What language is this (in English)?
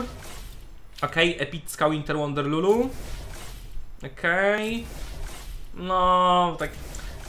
Polish